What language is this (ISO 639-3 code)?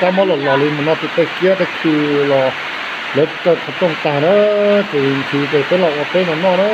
hmn